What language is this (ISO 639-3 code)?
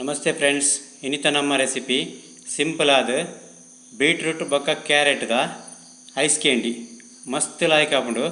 tcy